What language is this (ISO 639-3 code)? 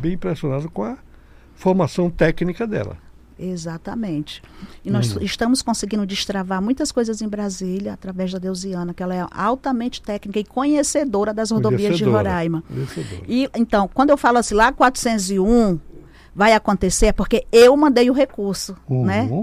por